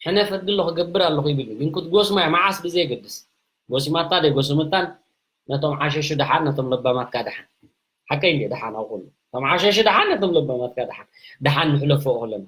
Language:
Tigrinya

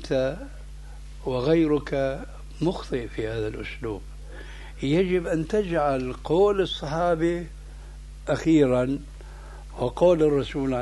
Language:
Arabic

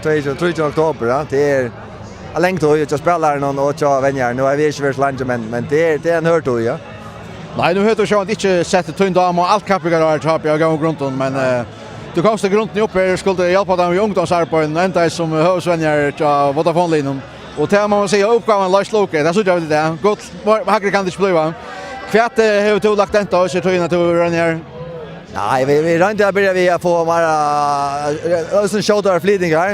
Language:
Faroese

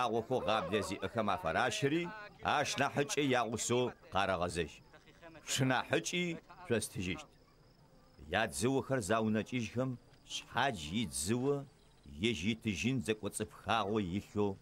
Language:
Adyghe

